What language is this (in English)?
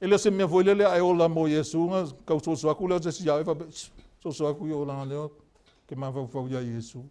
Samoan